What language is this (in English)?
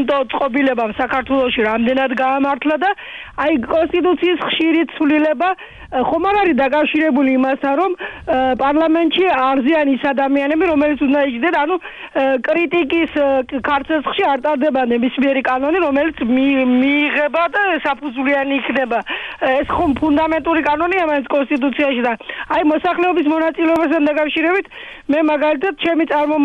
Georgian